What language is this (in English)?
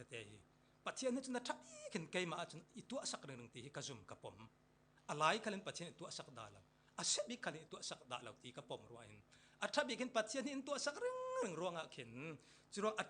Falam Chin